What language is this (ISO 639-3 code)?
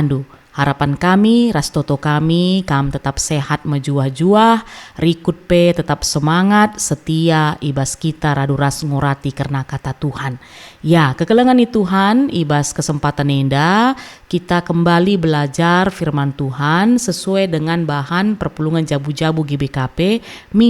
btx